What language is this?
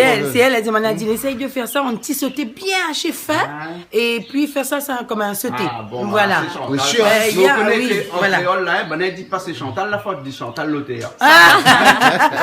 Réunion Creole French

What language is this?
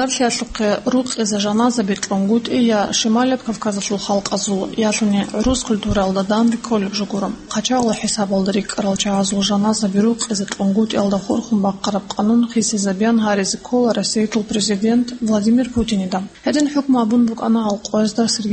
Avaric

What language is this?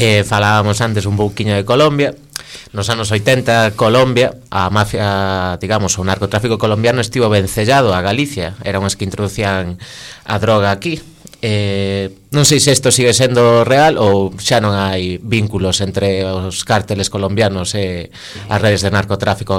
Galician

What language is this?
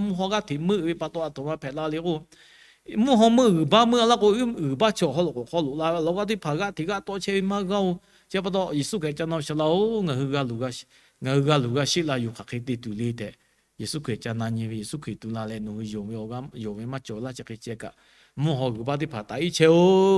Lahu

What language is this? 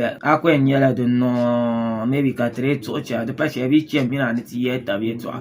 Dagbani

